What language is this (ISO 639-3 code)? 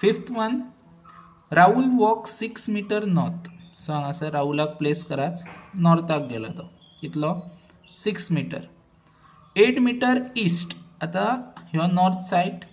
kok